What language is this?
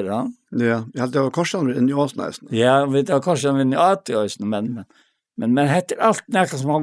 Faroese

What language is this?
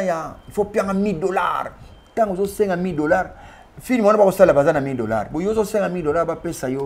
Lingala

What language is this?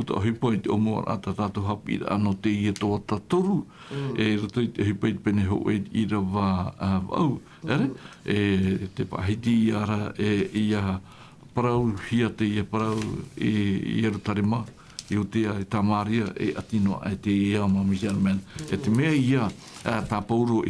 Tahitian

